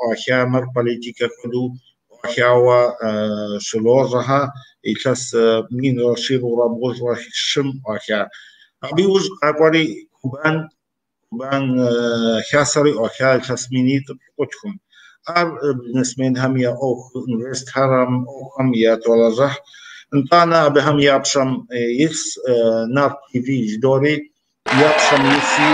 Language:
Kabardian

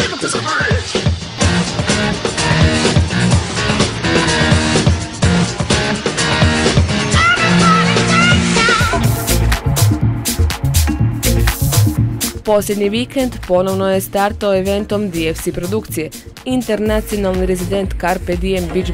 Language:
Croatian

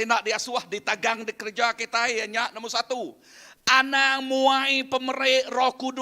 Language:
Iban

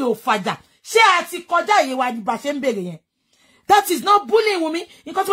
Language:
Yoruba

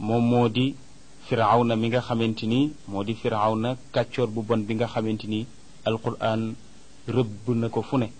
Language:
Wolof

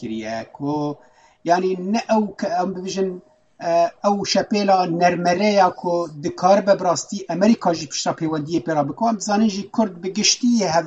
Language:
Kurdish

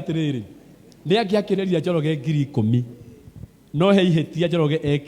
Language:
Kikuyu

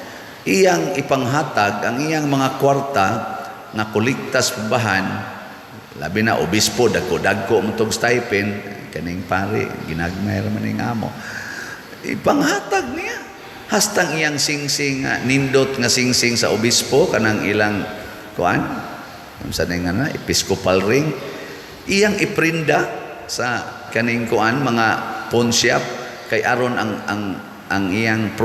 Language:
Cebuano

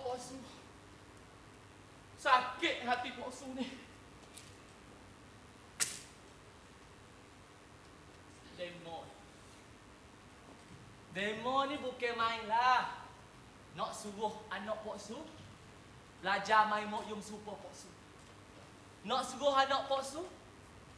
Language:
Malay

